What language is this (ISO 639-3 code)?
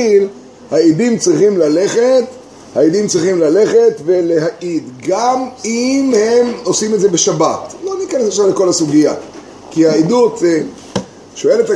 heb